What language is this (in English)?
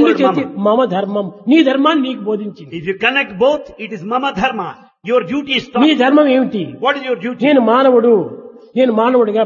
Telugu